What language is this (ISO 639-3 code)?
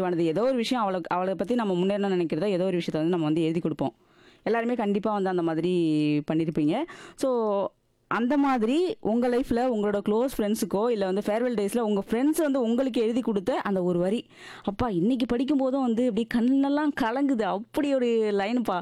tam